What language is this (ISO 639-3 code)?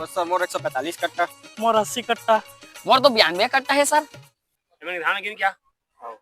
hne